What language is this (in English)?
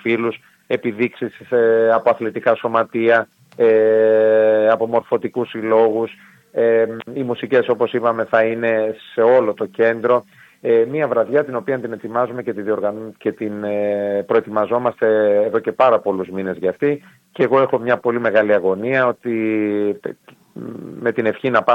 Greek